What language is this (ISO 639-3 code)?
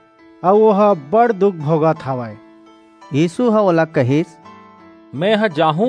hne